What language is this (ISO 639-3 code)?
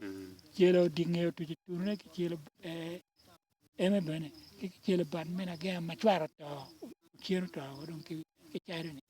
ach